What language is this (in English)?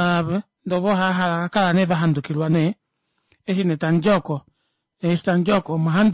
Kuanyama